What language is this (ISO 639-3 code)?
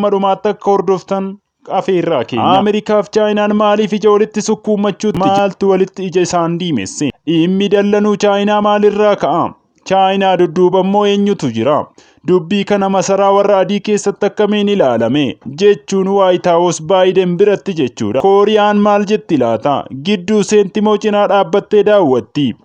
orm